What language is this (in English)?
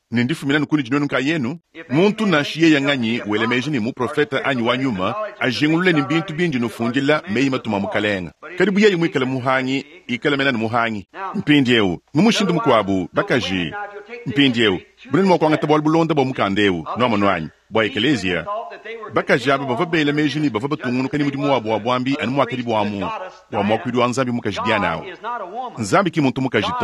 Luba-Lulua